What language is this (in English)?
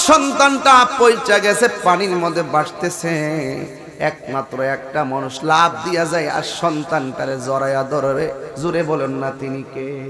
Bangla